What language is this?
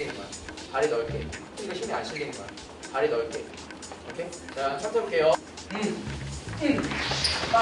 Korean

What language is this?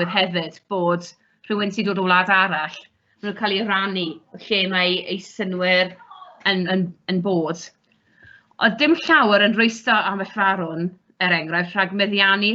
Welsh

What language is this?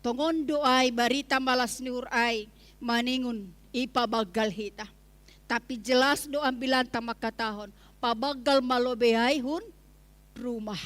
Batak Simalungun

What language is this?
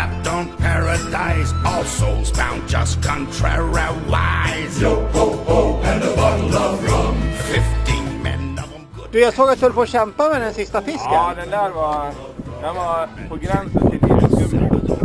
Swedish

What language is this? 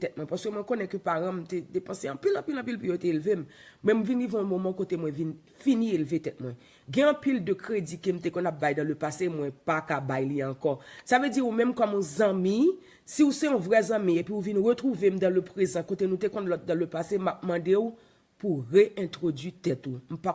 Haitian Creole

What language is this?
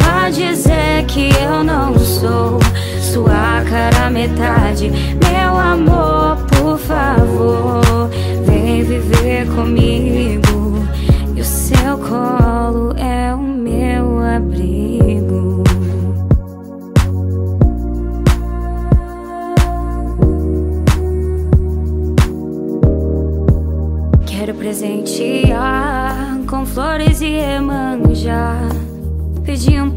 Portuguese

